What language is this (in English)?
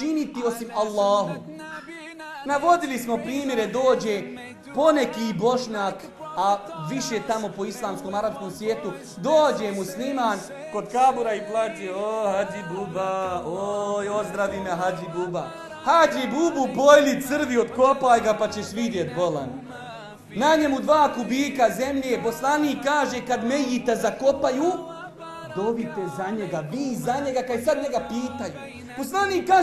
Bosnian